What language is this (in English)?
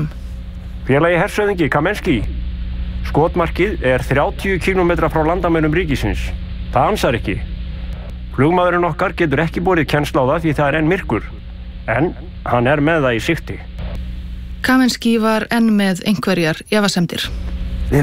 Icelandic